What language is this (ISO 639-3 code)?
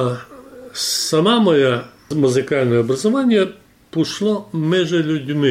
rue